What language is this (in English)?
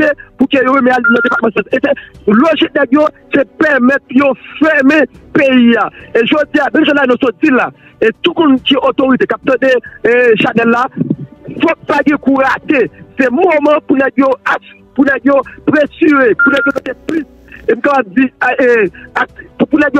Haitian Creole